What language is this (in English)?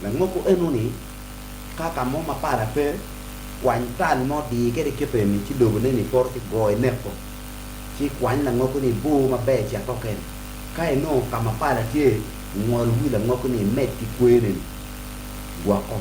Acoli